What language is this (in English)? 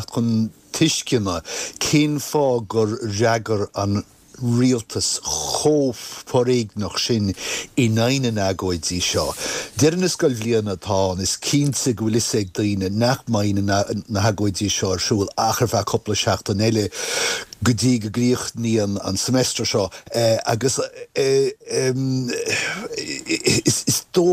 Irish